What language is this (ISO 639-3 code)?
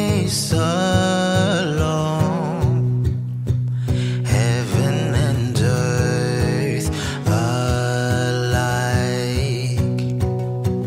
eng